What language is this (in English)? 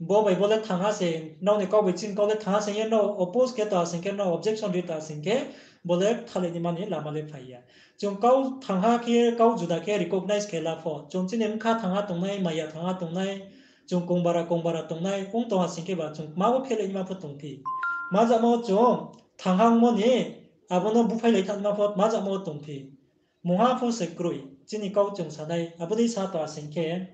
Riang (India)